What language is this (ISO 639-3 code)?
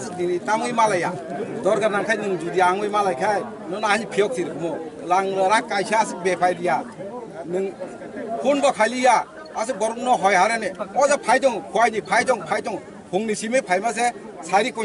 trp